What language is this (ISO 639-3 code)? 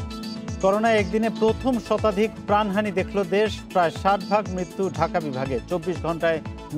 ben